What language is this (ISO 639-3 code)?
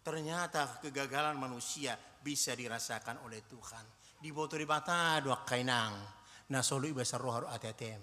bbc